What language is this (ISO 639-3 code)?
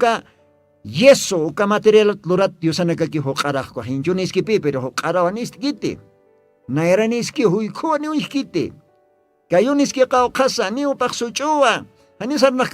aym